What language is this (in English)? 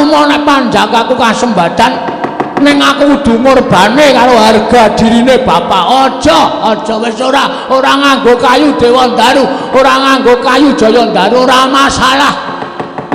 Javanese